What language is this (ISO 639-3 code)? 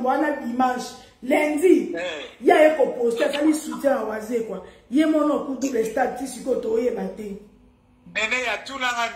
lin